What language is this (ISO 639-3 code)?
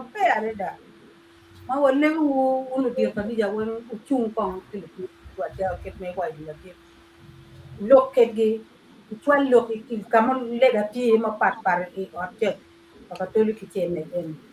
ach